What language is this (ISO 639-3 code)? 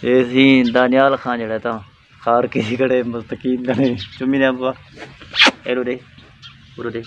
skr